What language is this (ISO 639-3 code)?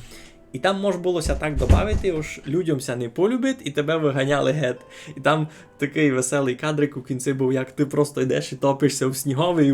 rue